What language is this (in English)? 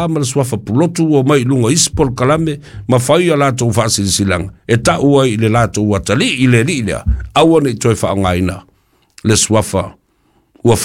Samoan